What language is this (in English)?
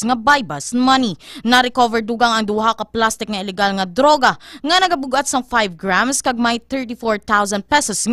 Hiligaynon